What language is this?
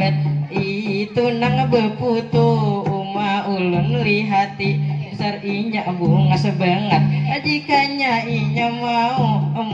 Banjar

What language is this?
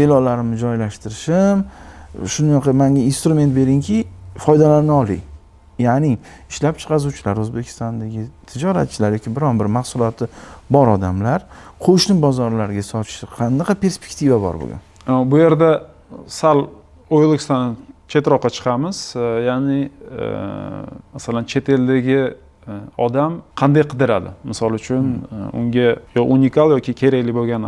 Uzbek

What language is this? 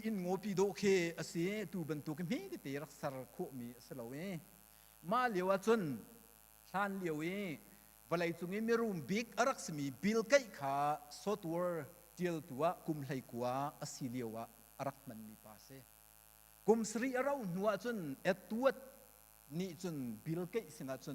Hakha Chin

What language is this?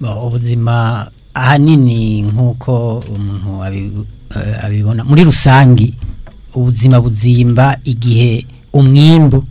Rundi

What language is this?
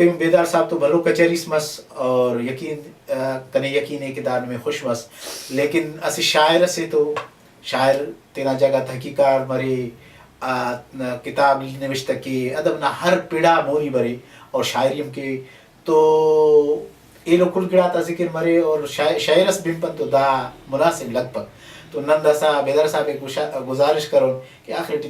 Brahui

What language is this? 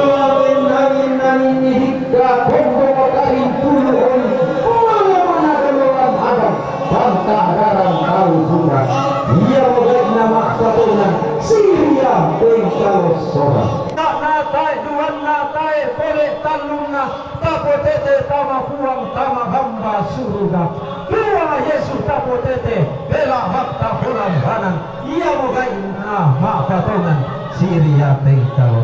Toraja-Sa'dan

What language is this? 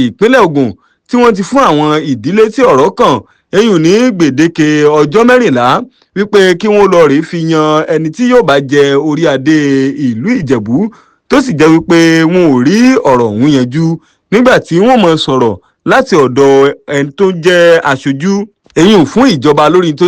Yoruba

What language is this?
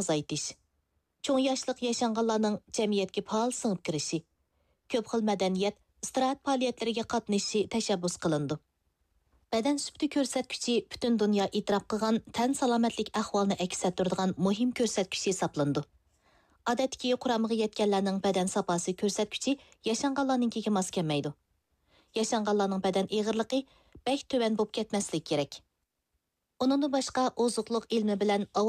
Uyghur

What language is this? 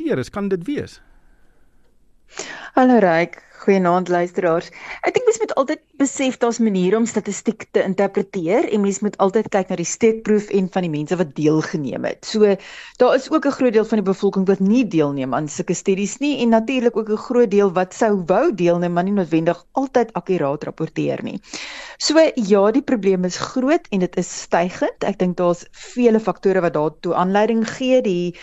Afrikaans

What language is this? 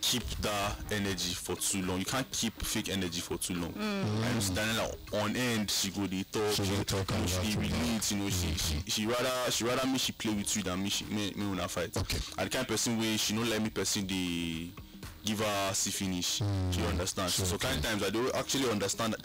Nigerian Pidgin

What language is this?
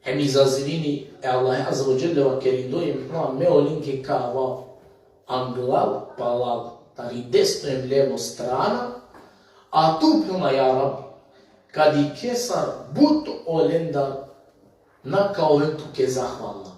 Balkan Romani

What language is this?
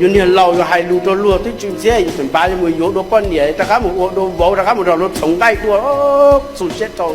Hmong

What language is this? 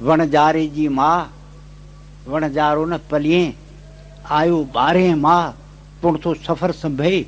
Sindhi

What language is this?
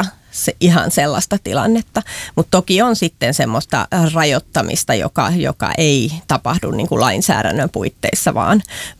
Finnish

